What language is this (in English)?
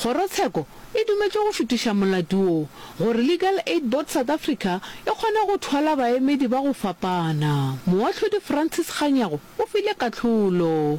Northern Sotho